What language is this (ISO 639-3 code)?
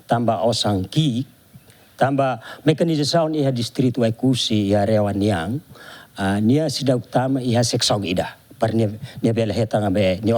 tet